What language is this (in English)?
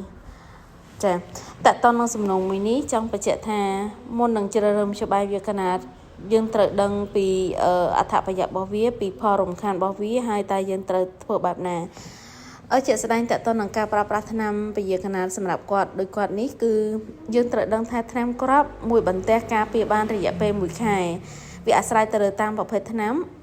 Khmer